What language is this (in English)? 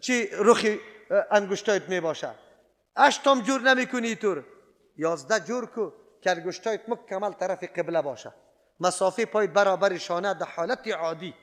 Persian